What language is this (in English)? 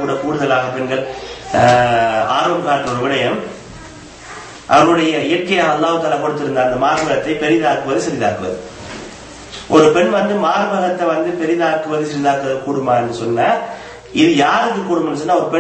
Tamil